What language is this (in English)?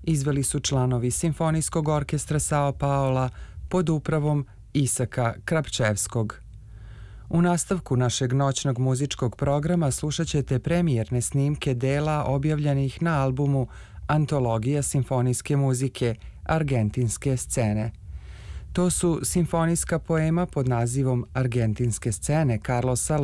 Serbian